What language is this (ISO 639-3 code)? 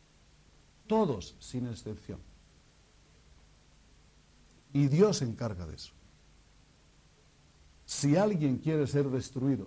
spa